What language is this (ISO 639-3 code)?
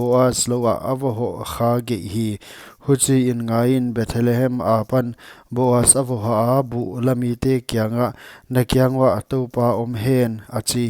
pck